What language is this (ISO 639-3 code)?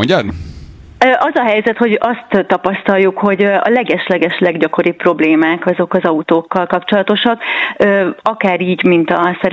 hun